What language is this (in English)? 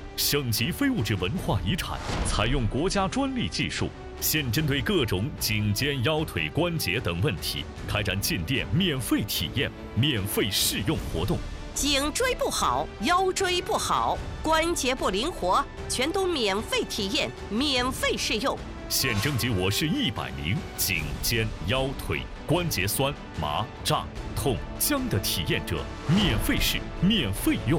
Chinese